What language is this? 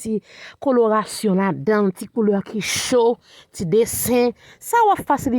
Haitian Creole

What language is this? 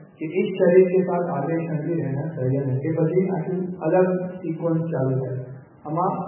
Gujarati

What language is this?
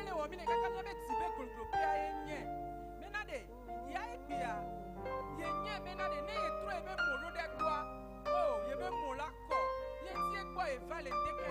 Ewe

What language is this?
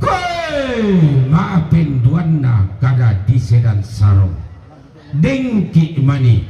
Toraja-Sa'dan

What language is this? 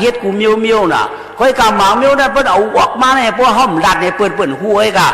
Shan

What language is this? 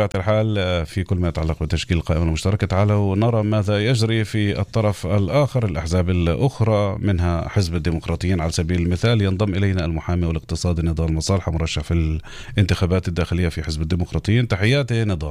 North Levantine Arabic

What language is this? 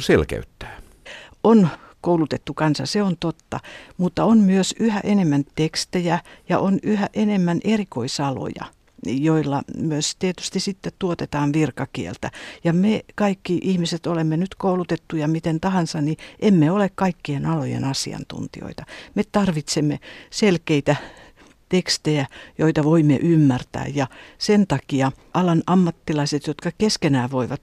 Finnish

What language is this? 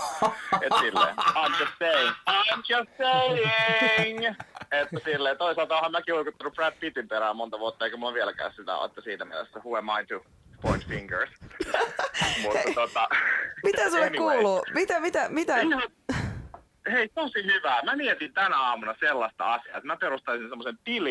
Finnish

